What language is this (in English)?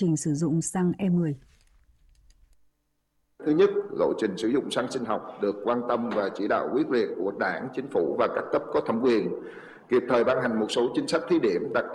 Vietnamese